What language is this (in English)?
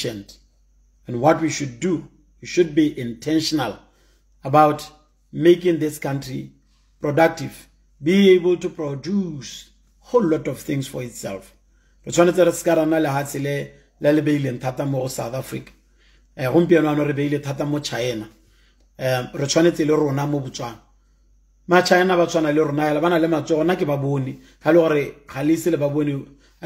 Tswana